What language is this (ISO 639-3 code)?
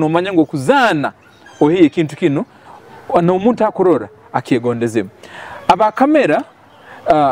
nyo